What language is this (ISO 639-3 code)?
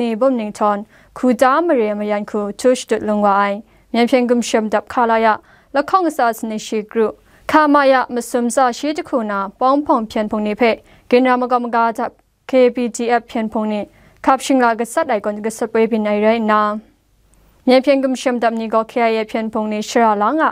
kac